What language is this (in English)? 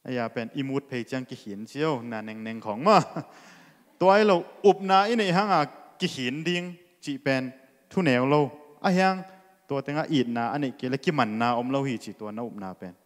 Tedim Chin